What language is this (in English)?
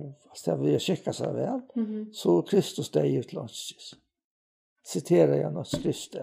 Faroese